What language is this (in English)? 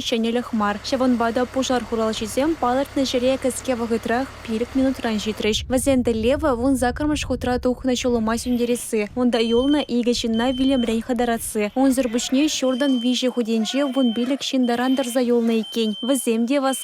Chuvash